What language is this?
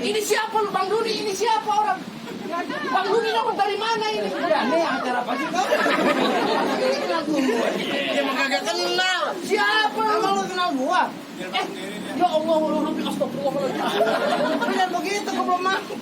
Betawi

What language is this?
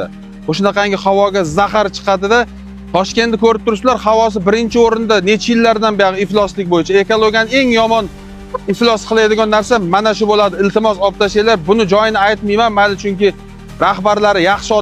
Uzbek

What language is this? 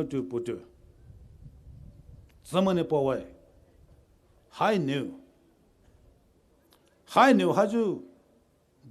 Poumei Naga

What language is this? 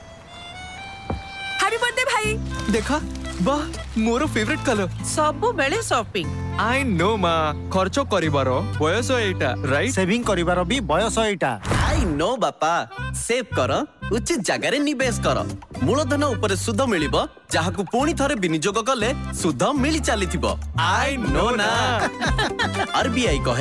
Odia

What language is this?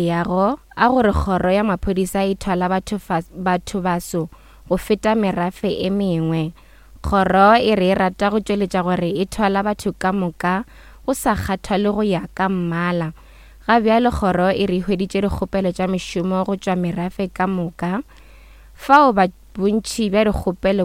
Northern Sotho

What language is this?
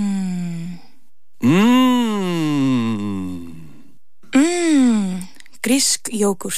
Icelandic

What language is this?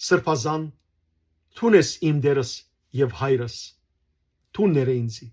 Western Armenian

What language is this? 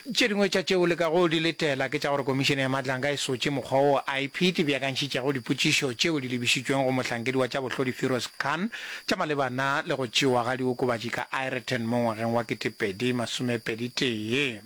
Northern Sotho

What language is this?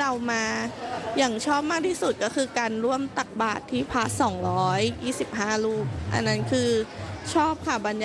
Thai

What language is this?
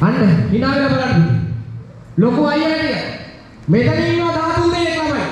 Sinhala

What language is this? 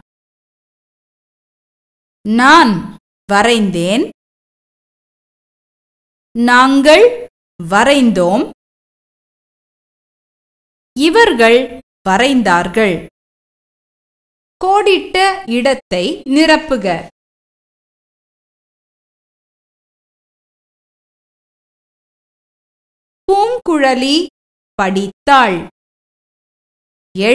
Tamil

